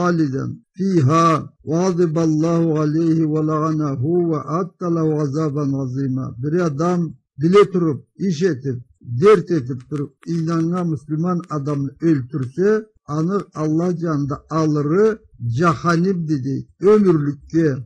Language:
Karachay-Balkar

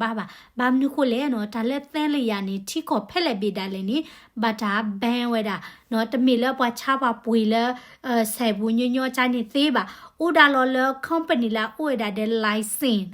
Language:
S'gaw Karen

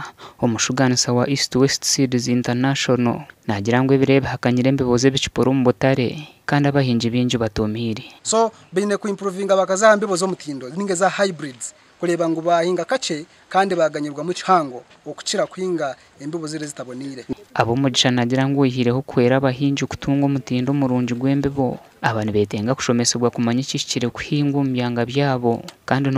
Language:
Nyankole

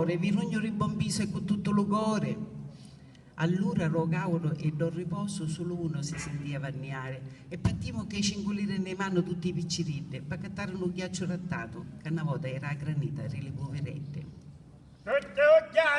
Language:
Sicilian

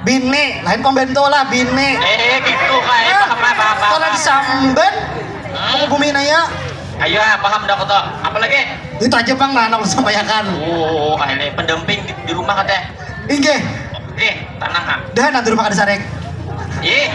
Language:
Banjar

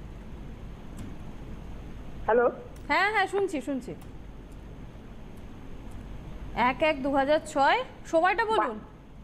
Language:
Bangla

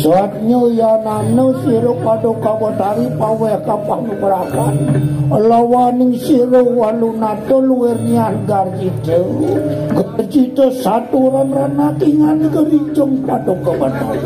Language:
Balinese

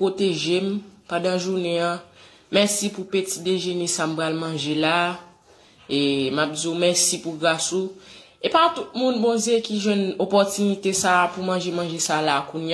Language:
Haitian Creole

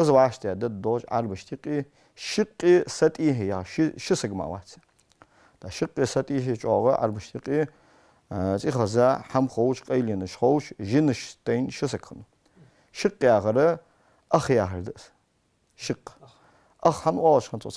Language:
Ingush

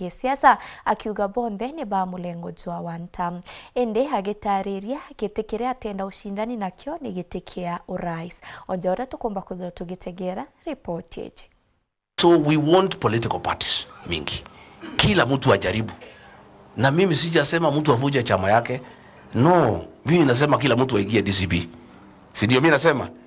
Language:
Meru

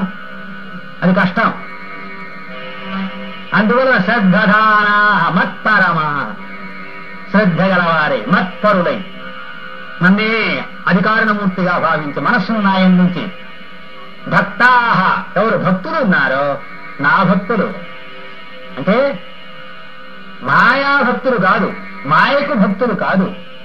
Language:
Telugu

